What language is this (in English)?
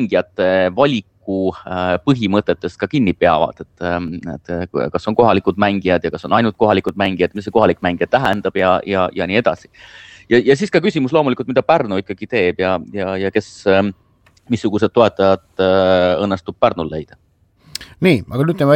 Estonian